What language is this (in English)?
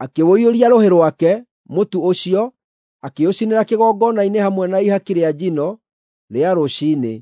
Kikuyu